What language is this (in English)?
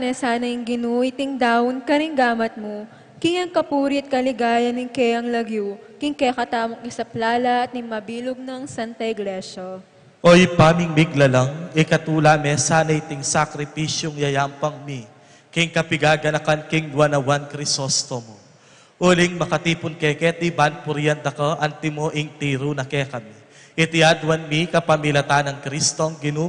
Pampanga